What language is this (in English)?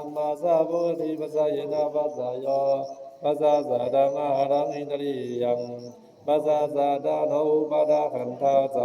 Pali